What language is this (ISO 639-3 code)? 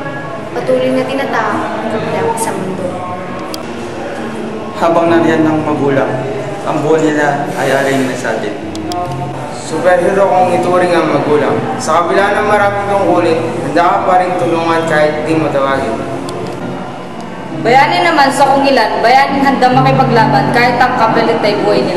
fil